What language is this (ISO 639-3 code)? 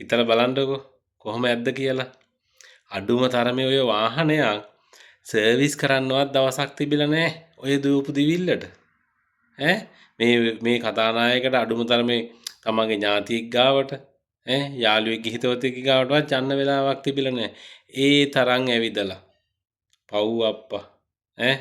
sin